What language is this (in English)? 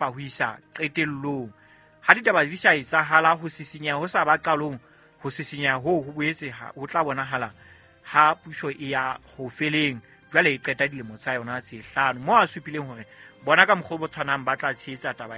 Southern Sotho